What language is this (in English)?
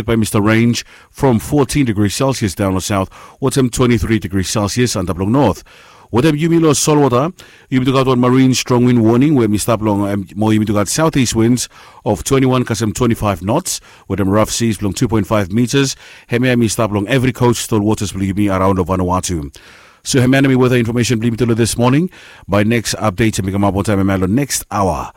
Bislama